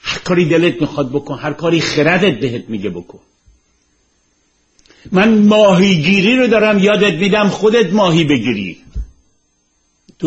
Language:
Persian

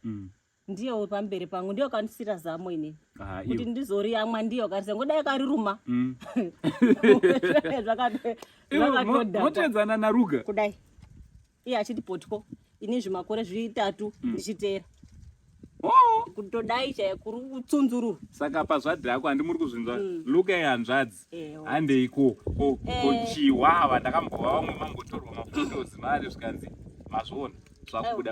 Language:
Shona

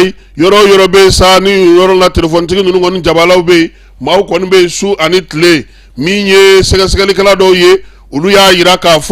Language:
Bambara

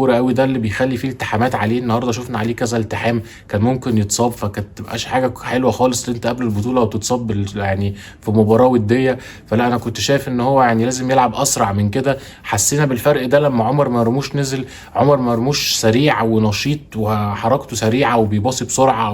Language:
Egyptian Arabic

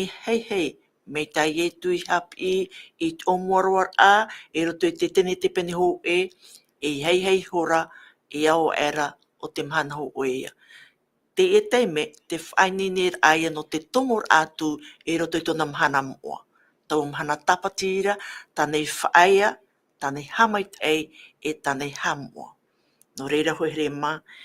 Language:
Tahitian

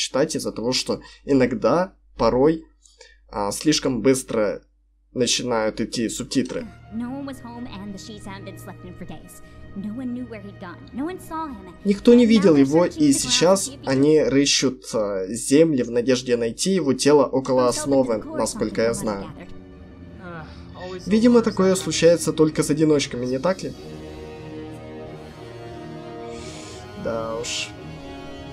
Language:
Russian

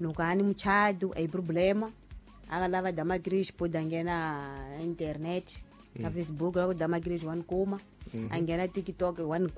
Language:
Tsonga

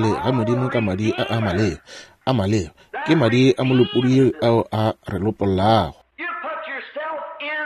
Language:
Northern Sotho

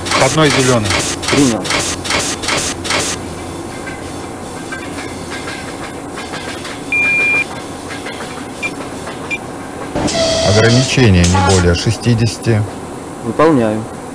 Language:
Russian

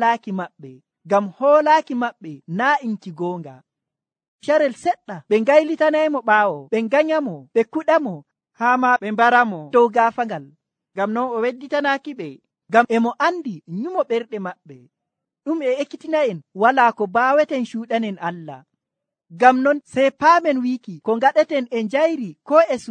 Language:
Nigerian Fulfulde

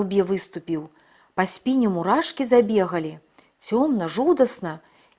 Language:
Belarusian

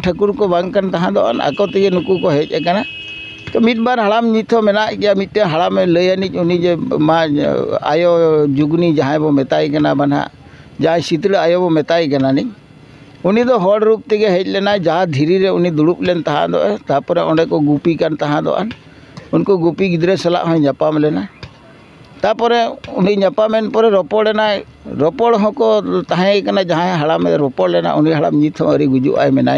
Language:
Santali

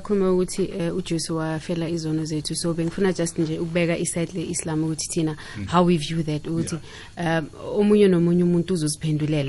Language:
South Ndebele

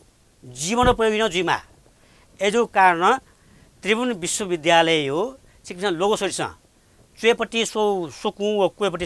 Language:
Newari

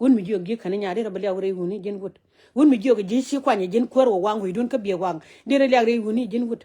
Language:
Nuer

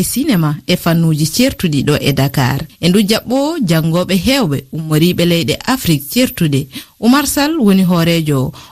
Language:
Fula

